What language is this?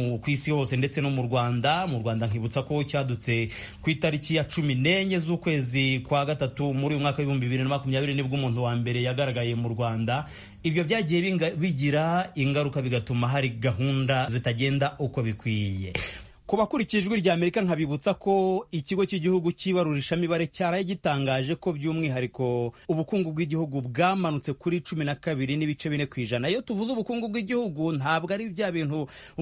Kinyarwanda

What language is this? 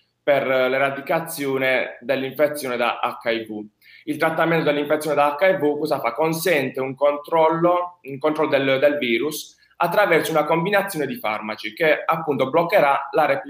Italian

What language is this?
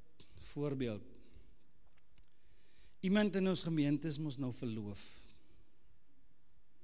Afrikaans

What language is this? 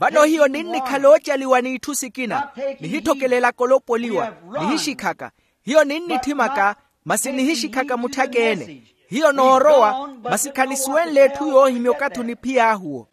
Makhuwa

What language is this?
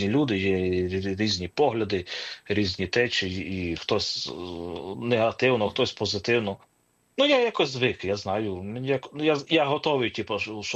Ukrainian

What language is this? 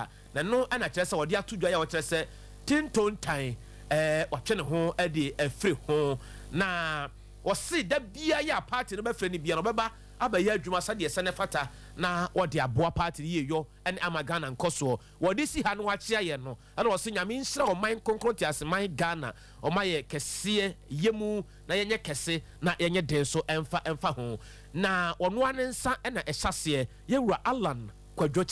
Akan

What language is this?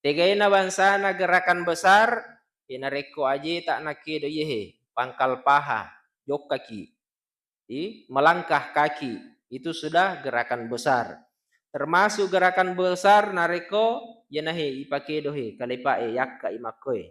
Buginese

